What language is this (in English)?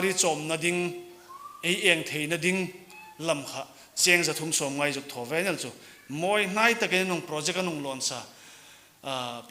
Hmar